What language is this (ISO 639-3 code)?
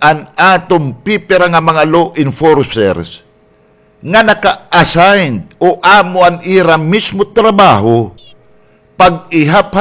war